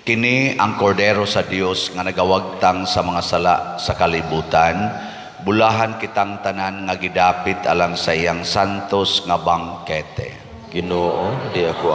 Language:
Cebuano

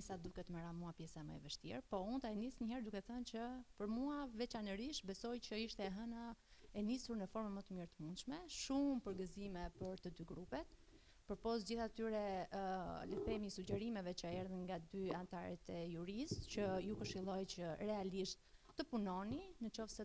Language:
Albanian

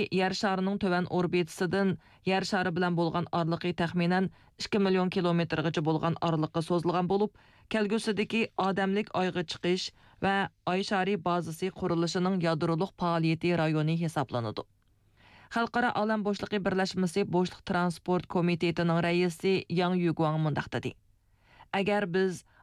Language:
Uyghur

